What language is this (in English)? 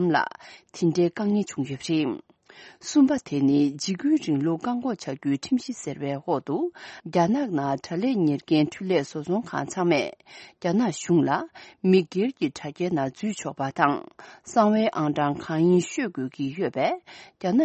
Tibetan